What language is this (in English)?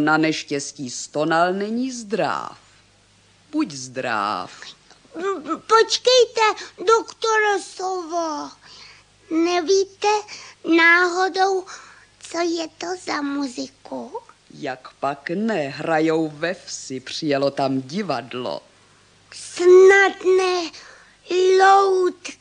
Czech